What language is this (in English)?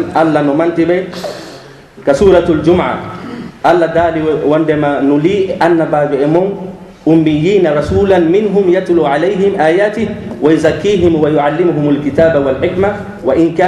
Fula